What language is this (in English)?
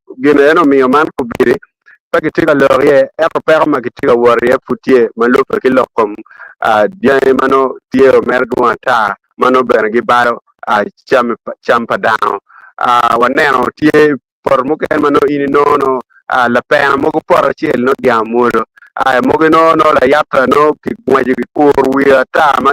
Acoli